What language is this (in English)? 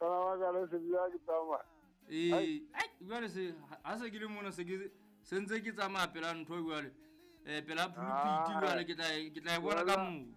Southern Sotho